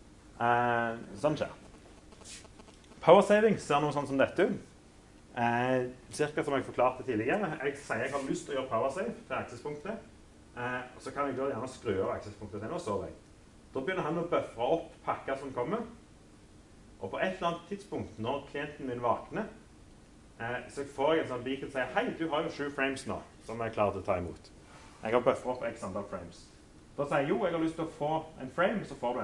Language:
Norwegian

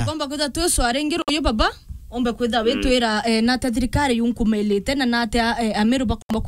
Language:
Meru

